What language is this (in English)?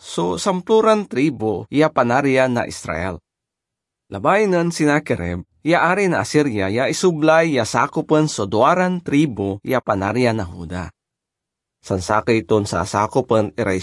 Pangasinan